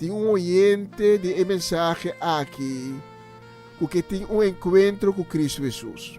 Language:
Papiamento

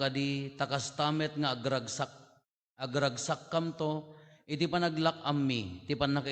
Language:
Iloko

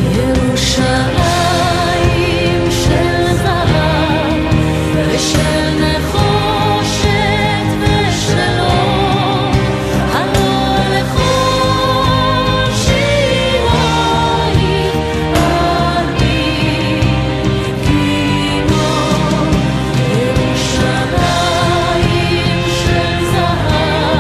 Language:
Hebrew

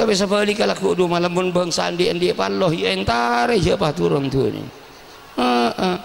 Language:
Madurese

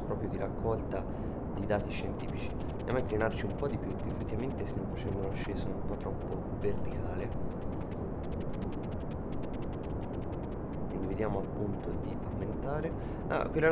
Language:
Italian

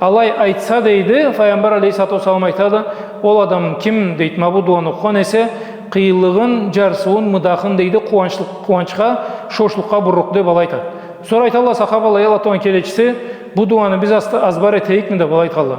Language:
Karachay-Balkar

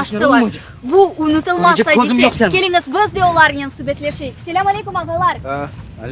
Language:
Crimean Tatar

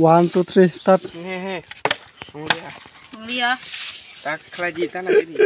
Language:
Kok Borok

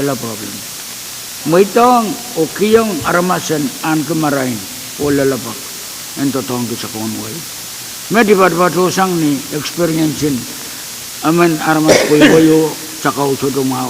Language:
Pohnpeian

